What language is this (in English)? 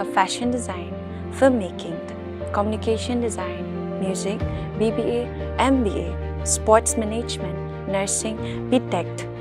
Khasi